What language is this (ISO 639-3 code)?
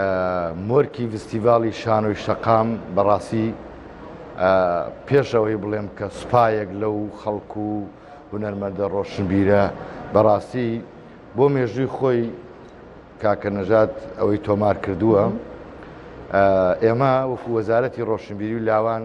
ckb